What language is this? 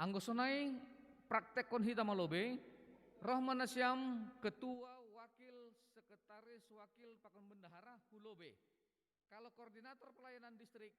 Batak Simalungun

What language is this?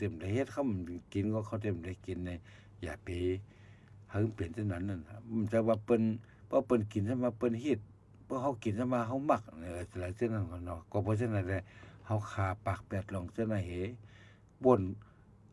Shan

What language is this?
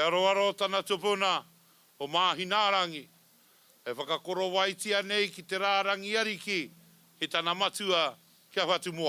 Māori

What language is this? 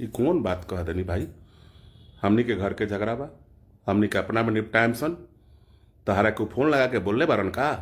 Bhojpuri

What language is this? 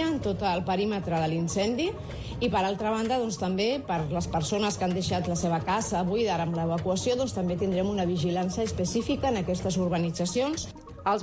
Catalan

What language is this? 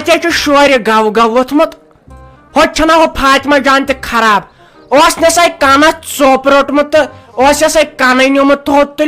Kashmiri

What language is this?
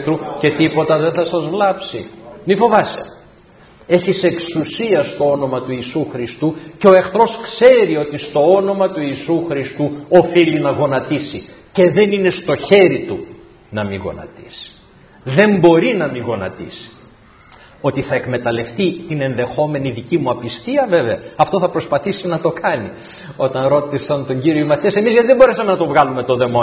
Greek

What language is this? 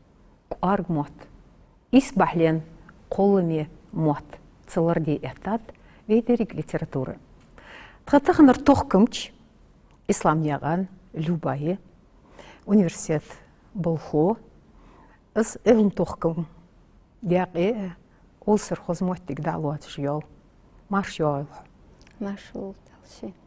Ingush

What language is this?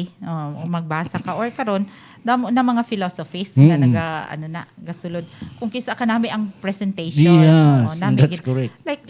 Hiligaynon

